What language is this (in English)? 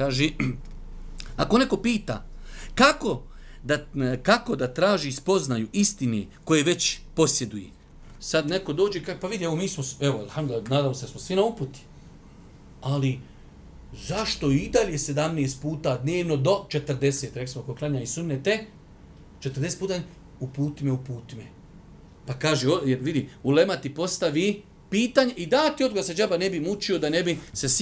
Bosnian